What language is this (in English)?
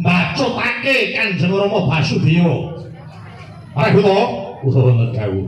Javanese